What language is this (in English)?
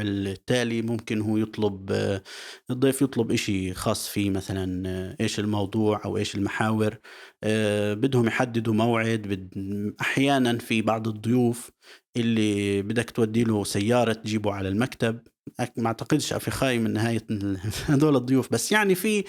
North Levantine Arabic